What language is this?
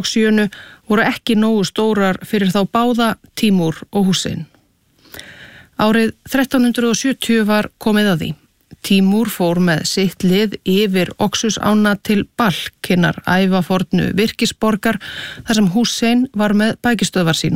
Icelandic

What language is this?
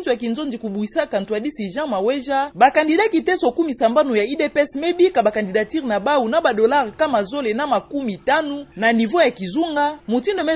Kituba (Democratic Republic of Congo)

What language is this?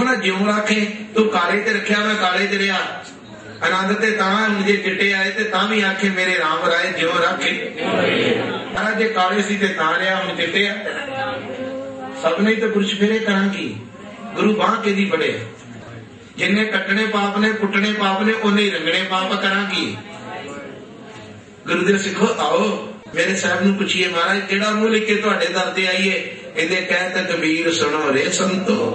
Punjabi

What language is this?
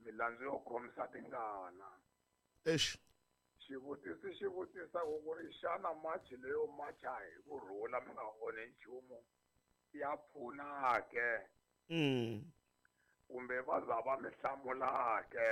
Tsonga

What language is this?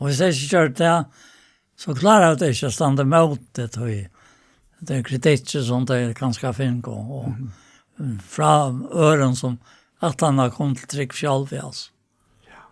Faroese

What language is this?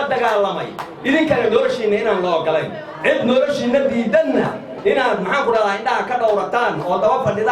Somali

